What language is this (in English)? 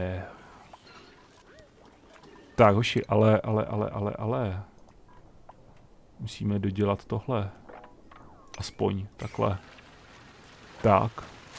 Czech